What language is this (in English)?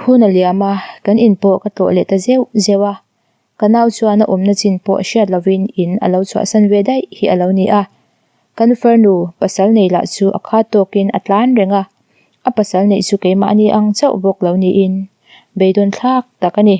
Mizo